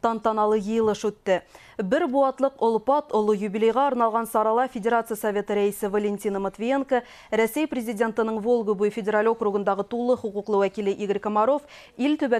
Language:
Bashkir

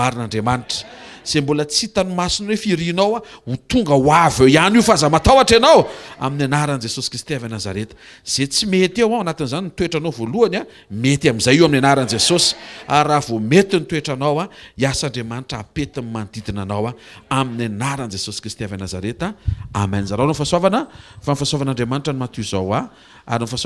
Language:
Malagasy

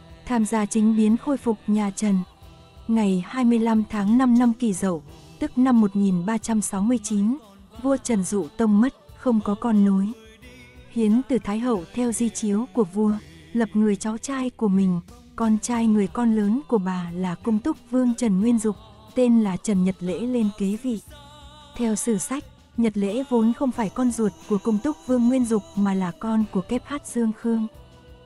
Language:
Vietnamese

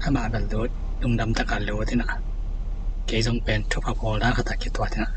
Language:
Tedim Chin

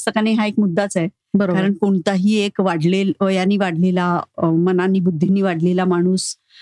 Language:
Marathi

